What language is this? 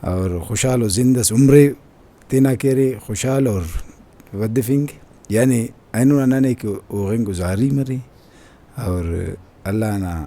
Brahui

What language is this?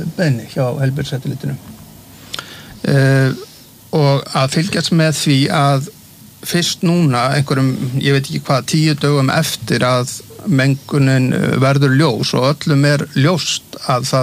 Icelandic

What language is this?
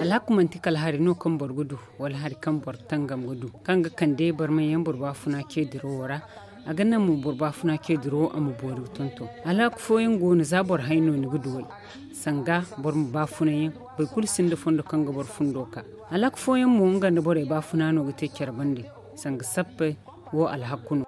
Zarma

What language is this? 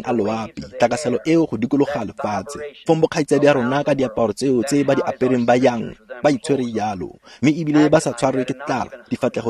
Tswana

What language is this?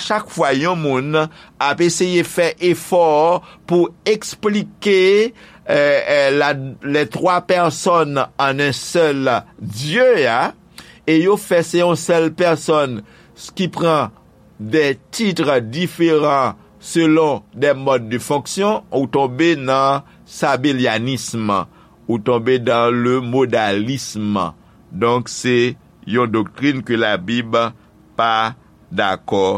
Haitian Creole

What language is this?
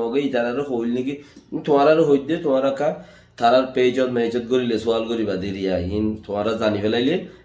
Rohingya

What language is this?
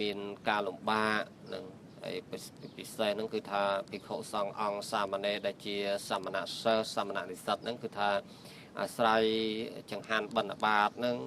Khmer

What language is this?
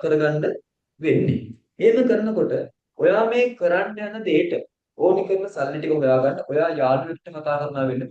Sinhala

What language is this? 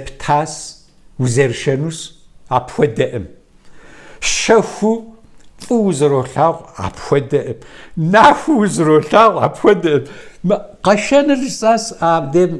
Kabardian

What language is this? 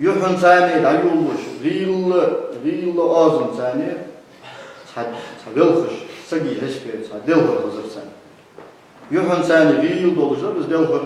Ingush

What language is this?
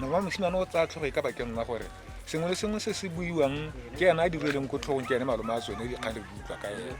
Tswana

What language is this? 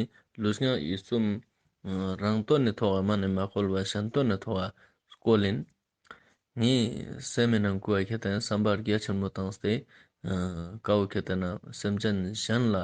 Ladakhi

